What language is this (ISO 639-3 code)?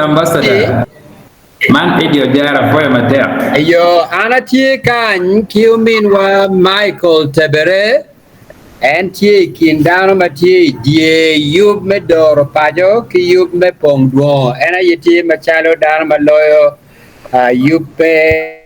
ach